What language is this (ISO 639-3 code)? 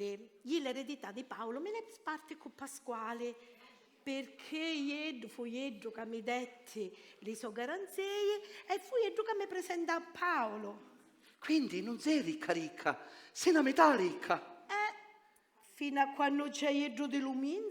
scn